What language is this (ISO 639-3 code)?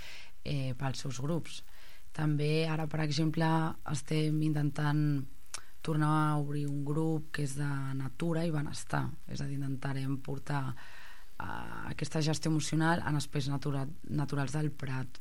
cat